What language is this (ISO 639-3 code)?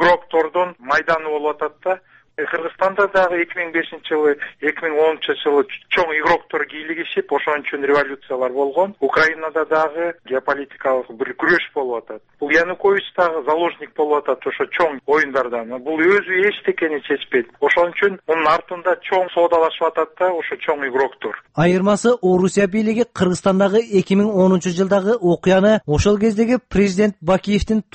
kir